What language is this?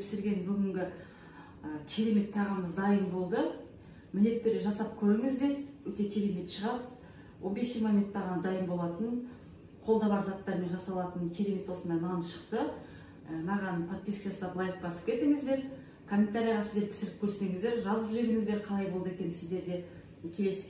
Kazakh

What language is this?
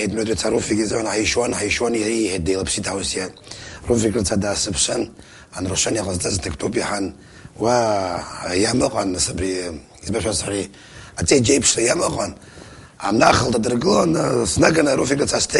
Abkhazian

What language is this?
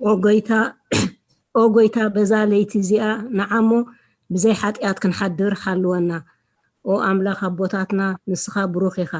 Tigrinya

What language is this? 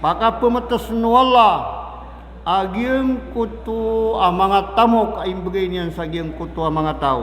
Maranao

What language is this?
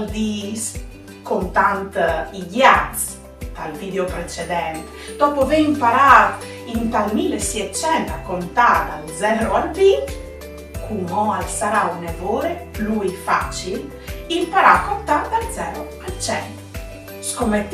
Friulian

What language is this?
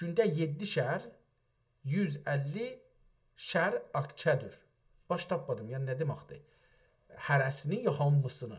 South Azerbaijani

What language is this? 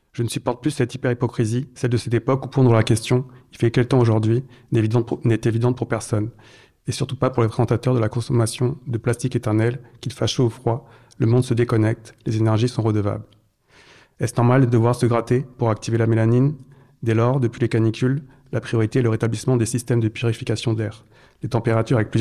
French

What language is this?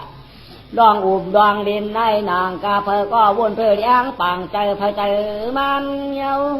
Shan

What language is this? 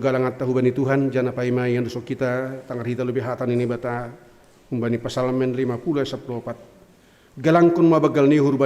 Batak Simalungun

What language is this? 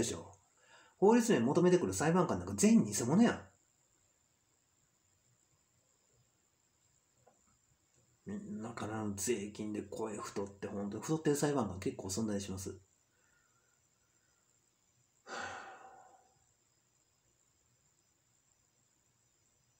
Japanese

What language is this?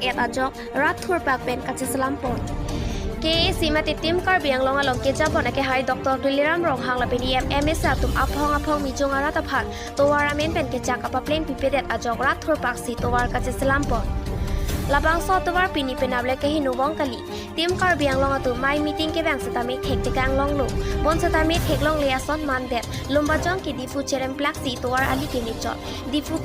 Karbi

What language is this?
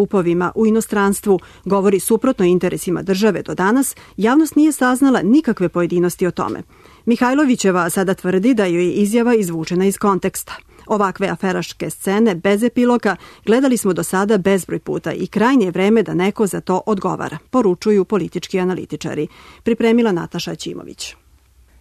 Serbian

